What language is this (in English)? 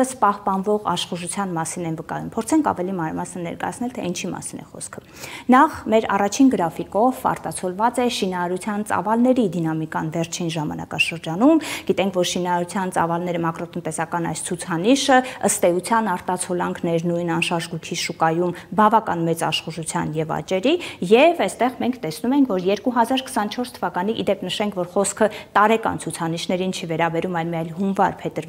Armenian